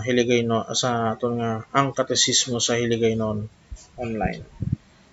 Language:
Hiligaynon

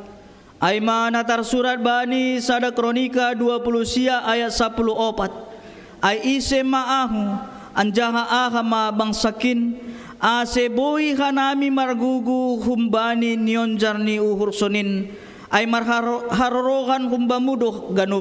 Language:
Batak Simalungun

